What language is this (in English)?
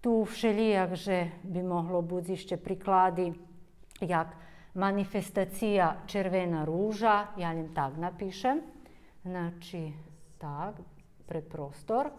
Rusyn